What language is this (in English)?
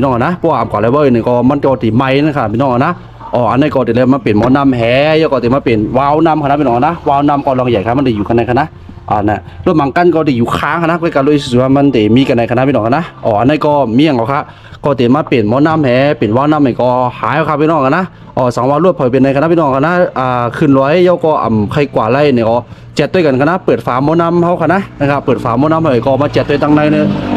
Shan